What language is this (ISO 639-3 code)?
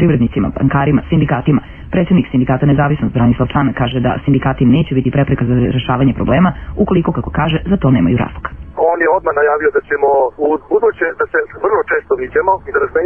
srp